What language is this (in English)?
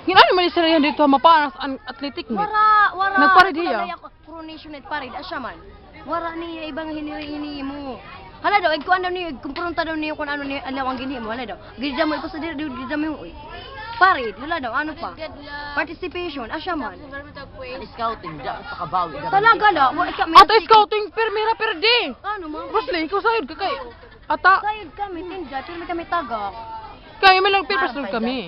Waray